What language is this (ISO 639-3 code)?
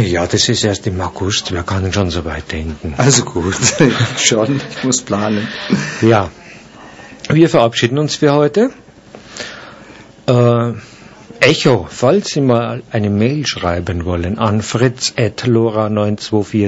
deu